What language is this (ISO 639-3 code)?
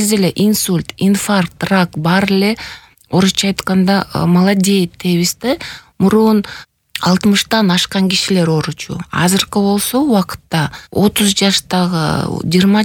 kir